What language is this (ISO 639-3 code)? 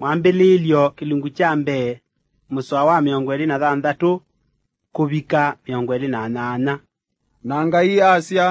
kam